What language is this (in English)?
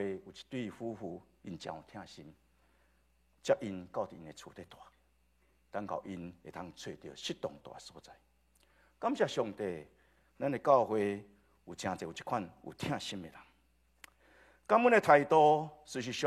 Min Nan Chinese